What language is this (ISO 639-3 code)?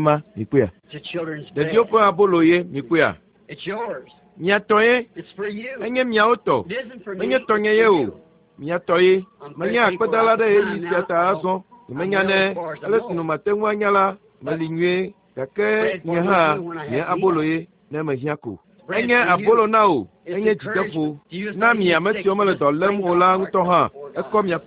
ewe